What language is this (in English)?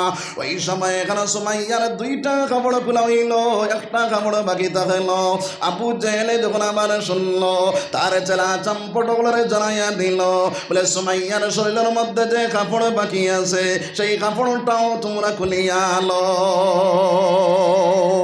Sylheti